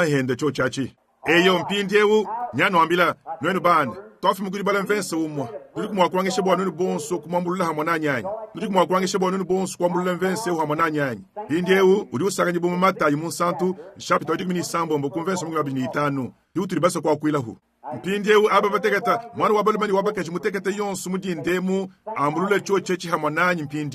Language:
Luba-Lulua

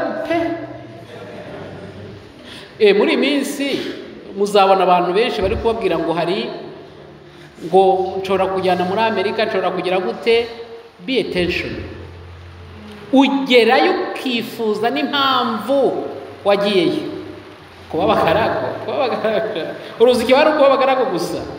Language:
Kinyarwanda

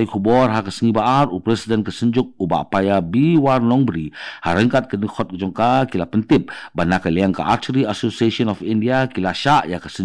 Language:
Khasi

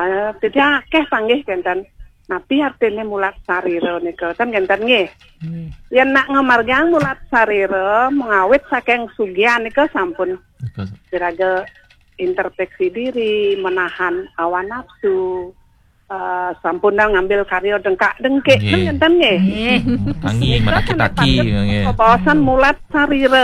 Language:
Balinese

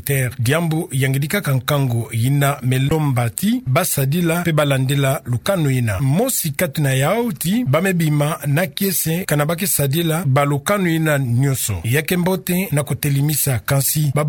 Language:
Kituba (Democratic Republic of Congo)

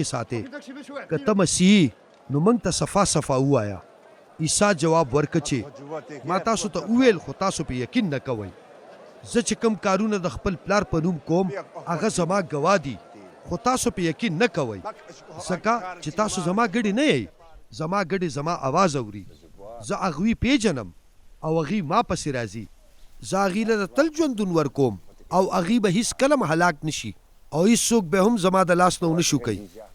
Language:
Pashto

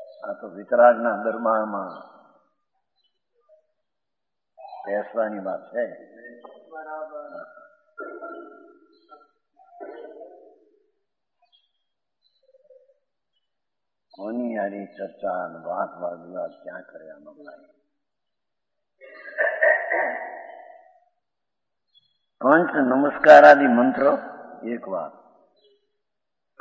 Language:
Gujarati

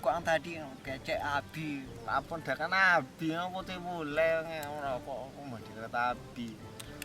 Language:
Minangkabau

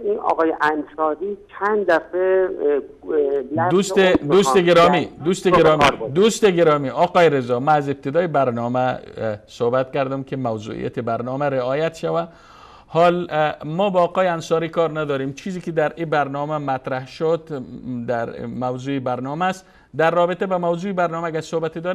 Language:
Persian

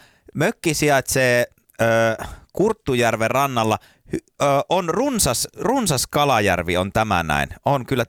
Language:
Finnish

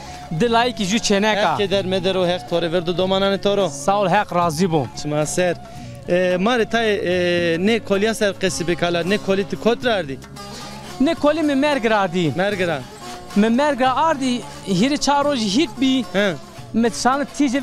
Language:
Zaza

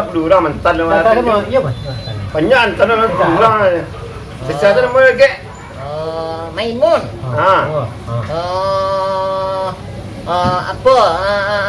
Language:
Minangkabau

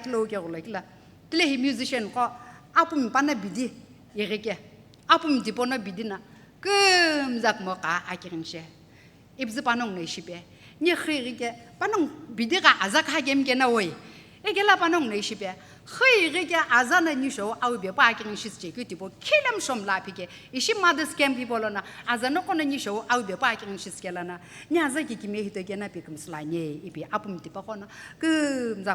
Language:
Sumi Naga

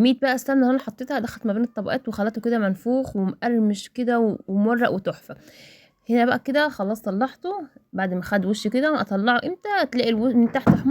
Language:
Egyptian Arabic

